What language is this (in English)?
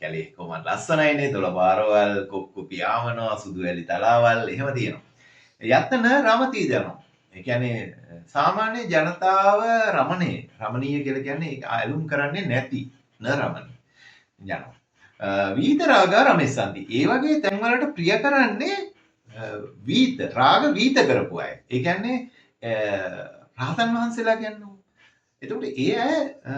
Sinhala